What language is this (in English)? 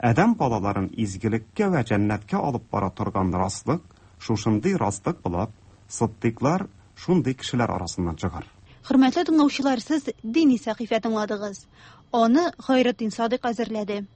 Tatar